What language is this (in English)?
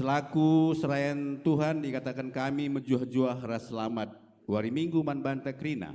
Batak Karo